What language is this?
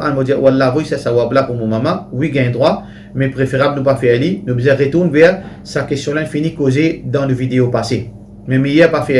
Morisyen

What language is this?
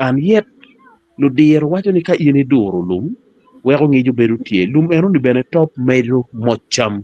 Acoli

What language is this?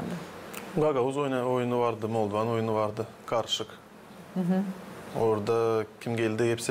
Gagauz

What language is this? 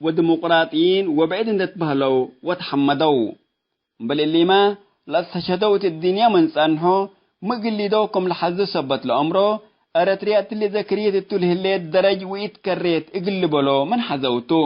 Tigre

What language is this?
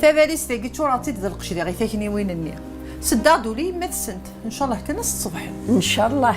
Kabyle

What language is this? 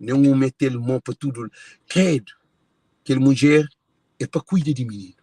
Kabuverdianu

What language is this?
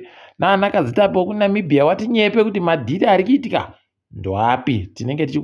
Ndau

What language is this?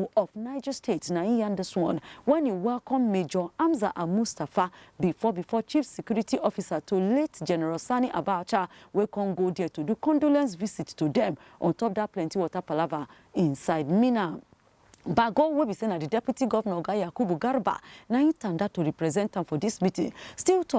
Nigerian Pidgin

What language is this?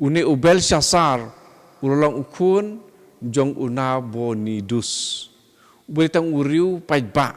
Khasi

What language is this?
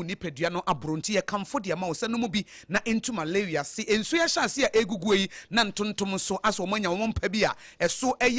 Akan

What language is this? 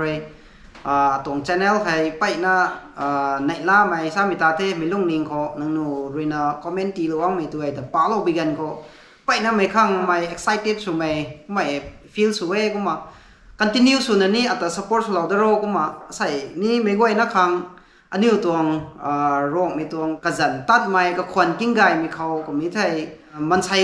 Rongmei Naga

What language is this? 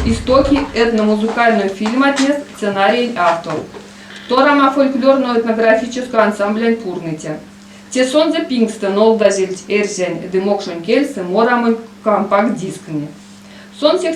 Erzya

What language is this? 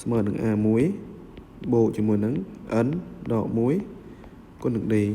Khmer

